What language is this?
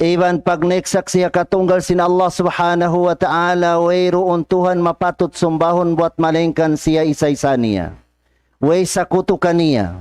Tausug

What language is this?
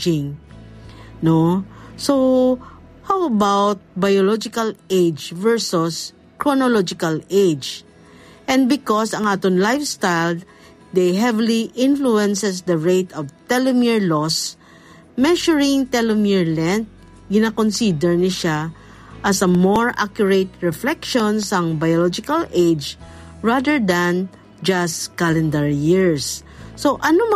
Hiligaynon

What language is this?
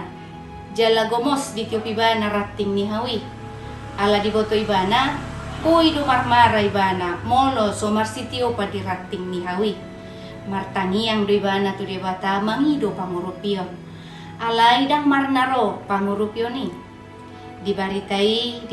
Batak Toba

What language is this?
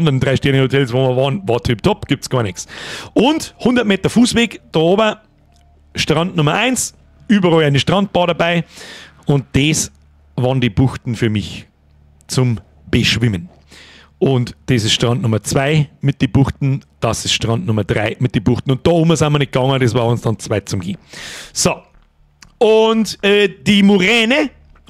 Bavarian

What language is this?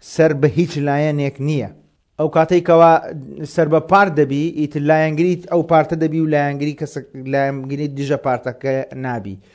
Central Kurdish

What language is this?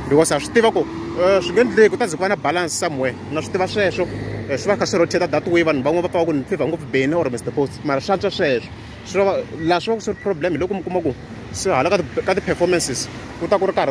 Tsonga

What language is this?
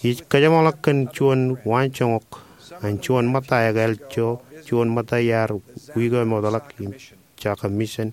Marshallese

